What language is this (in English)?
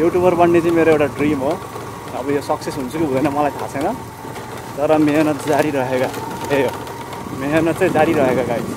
Nepali